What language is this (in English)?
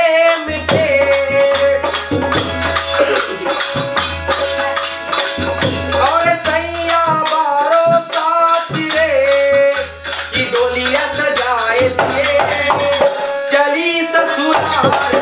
Bhojpuri